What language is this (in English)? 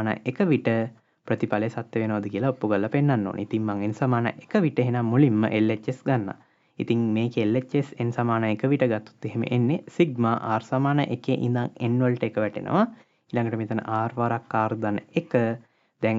Sinhala